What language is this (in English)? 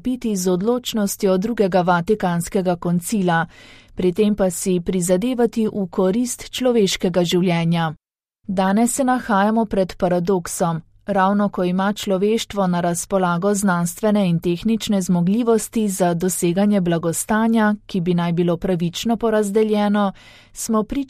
Slovenian